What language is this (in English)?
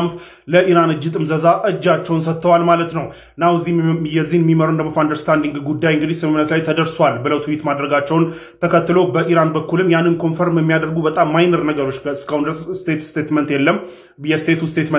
Amharic